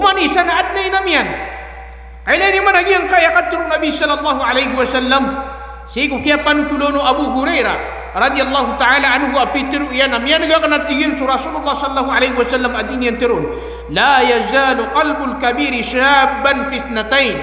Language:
Maranao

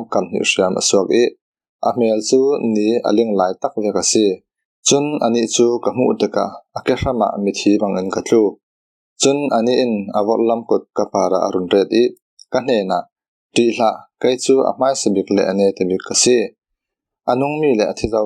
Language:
Falam Chin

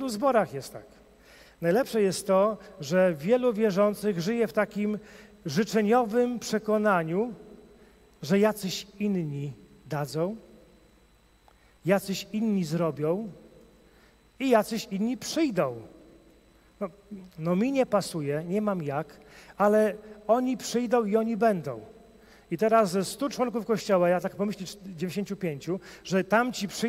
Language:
Polish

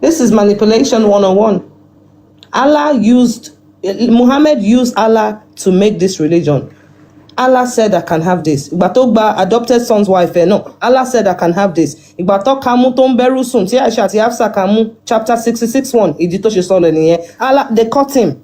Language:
Yoruba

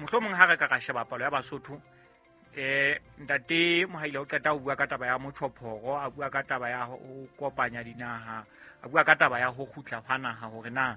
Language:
Southern Sotho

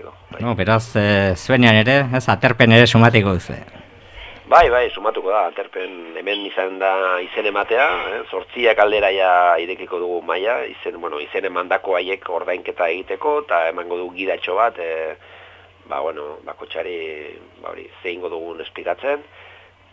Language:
Basque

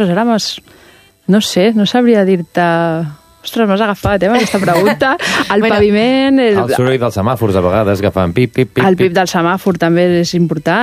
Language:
Catalan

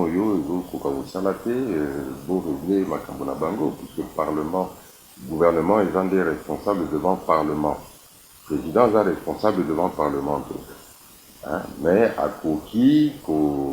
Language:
Lingala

